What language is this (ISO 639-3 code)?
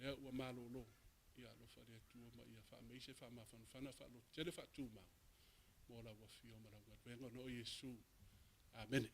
smo